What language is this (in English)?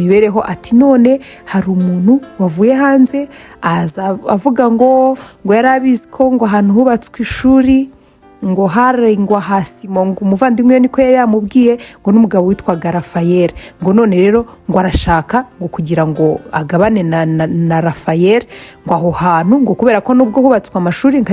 Kinyarwanda